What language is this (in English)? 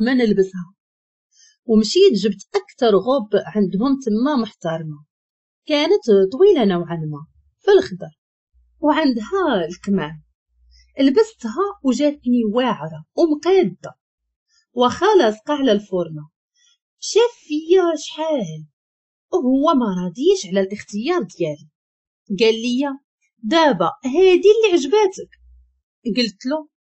Moroccan Arabic